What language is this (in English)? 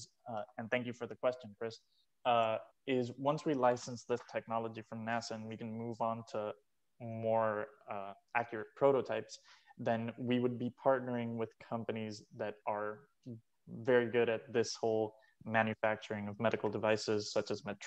English